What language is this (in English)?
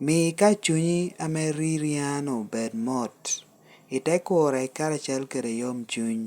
Lango (Uganda)